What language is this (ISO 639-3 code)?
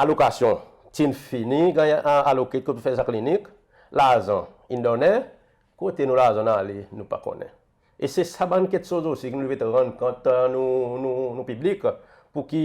crs